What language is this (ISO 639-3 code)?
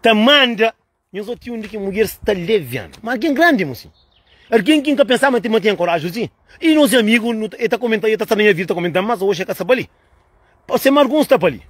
kea